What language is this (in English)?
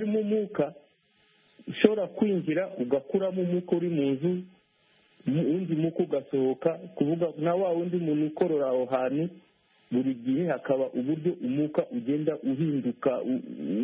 Kinyarwanda